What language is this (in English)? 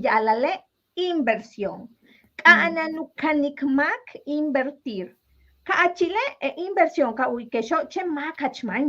Yucateco